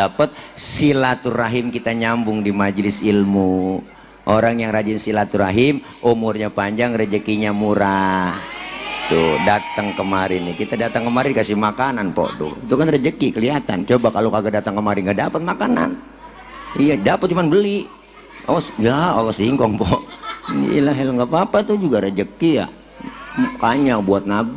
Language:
Betawi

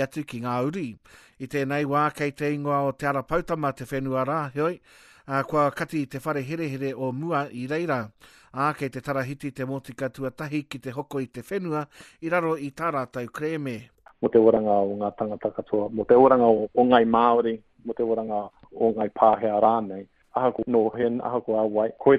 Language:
Māori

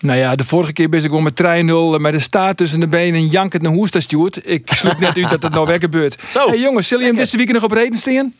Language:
Western Frisian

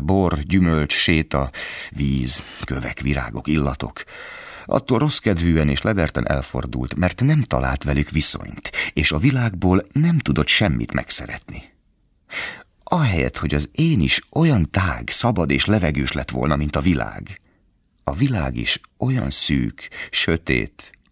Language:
Hungarian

